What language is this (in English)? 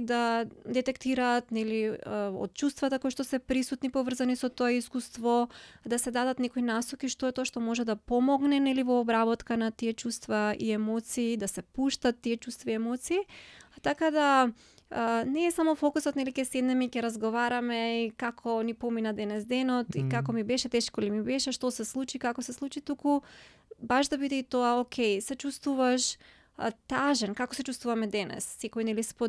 Macedonian